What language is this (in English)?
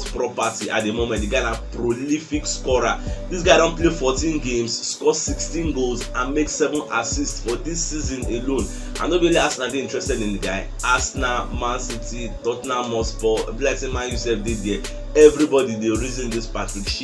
Nigerian Pidgin